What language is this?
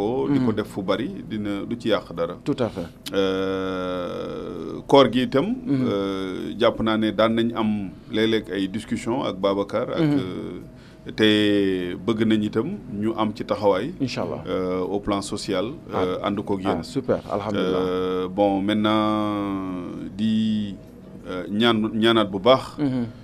Wolof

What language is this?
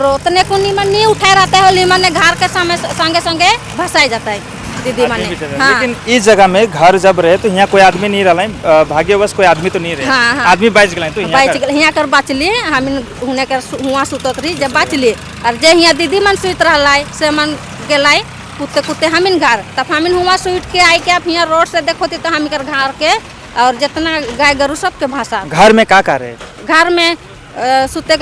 Sadri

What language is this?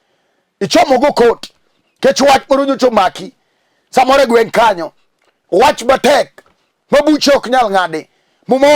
Luo (Kenya and Tanzania)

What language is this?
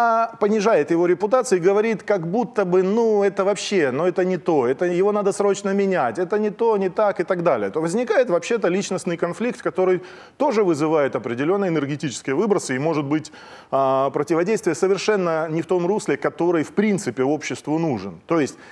Russian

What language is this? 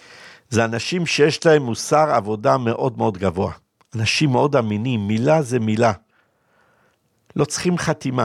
Hebrew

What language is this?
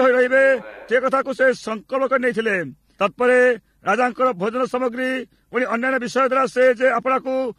Odia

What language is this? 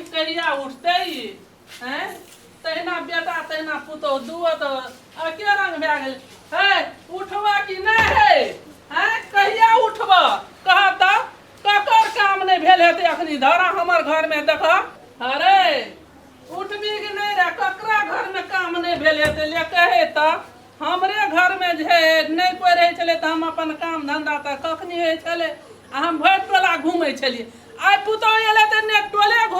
Maithili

